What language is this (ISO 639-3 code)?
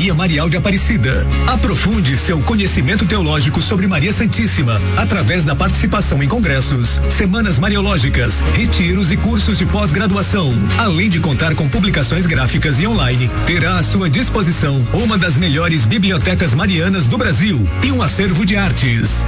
por